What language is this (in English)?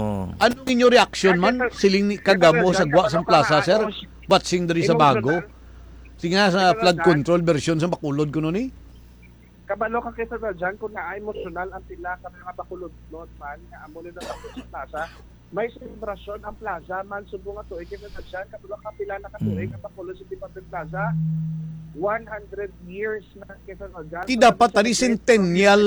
Hiligaynon